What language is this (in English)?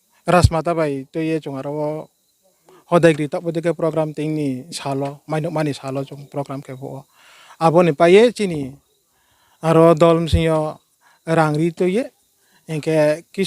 Riang (India)